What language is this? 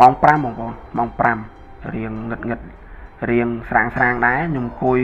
Khmer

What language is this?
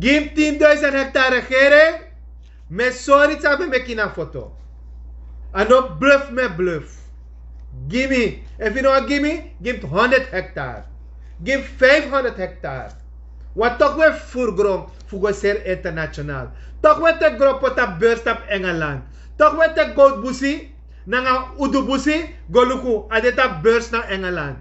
Sranan Tongo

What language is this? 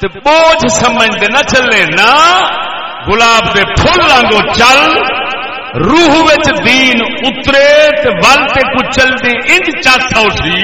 Saraiki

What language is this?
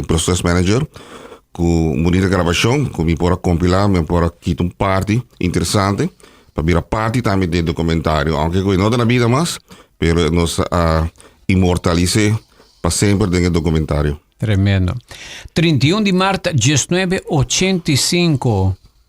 Papiamento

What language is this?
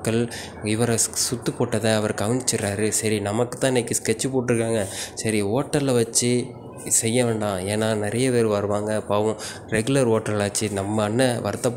Tamil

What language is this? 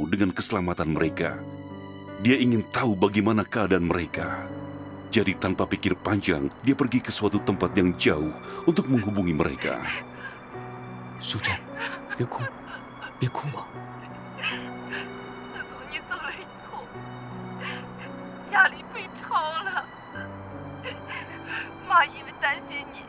Indonesian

